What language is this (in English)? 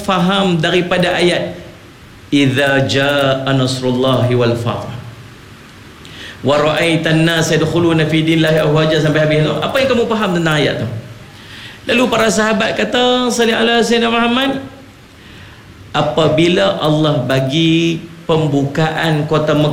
Malay